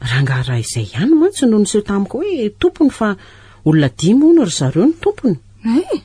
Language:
Malagasy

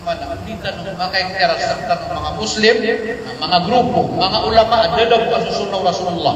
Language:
Maranao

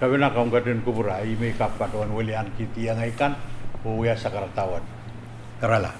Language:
Pohnpeian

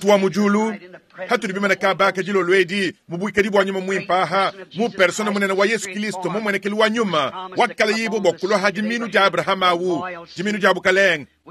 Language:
Luba-Lulua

